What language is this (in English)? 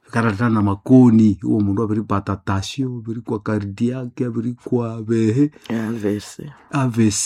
Nande